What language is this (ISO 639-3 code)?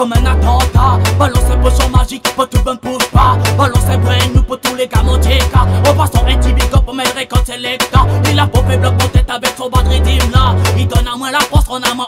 rcf